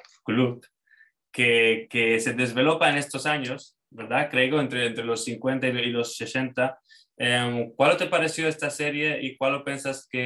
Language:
Ladino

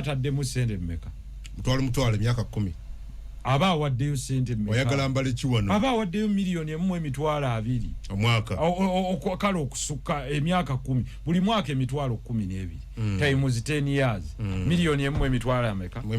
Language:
Ganda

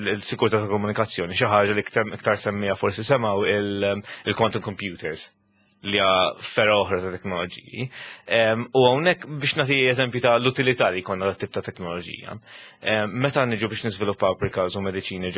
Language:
Maltese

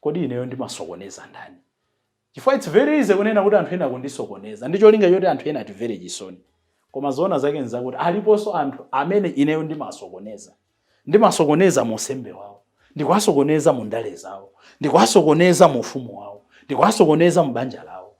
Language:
Nyanja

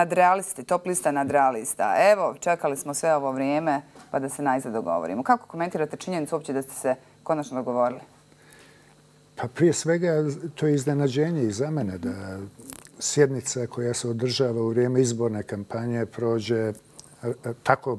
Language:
Bosnian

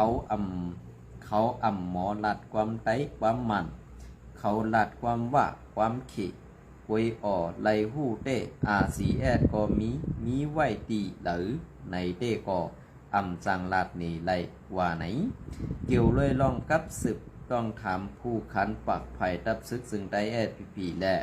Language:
Shan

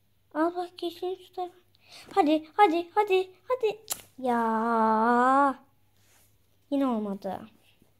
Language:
Turkish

